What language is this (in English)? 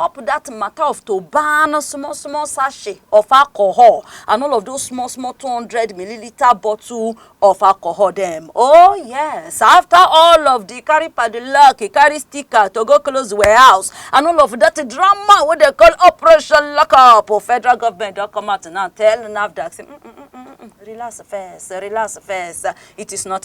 Nigerian Pidgin